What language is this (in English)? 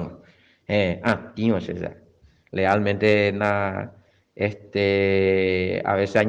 Guarani